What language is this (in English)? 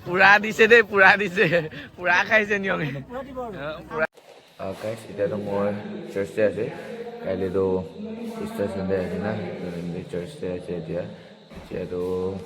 Naga Pidgin